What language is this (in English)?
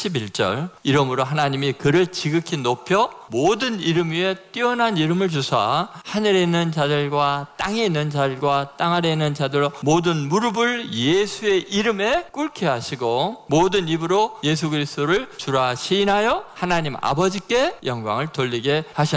Korean